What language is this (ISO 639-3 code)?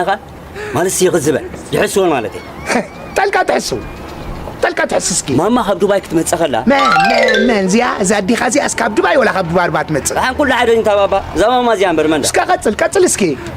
tir